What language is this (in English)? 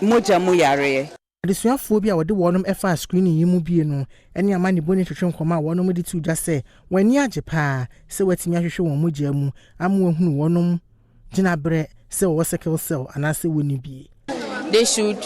Akan